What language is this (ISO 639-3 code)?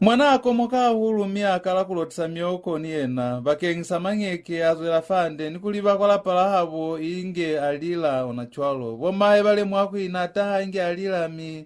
loz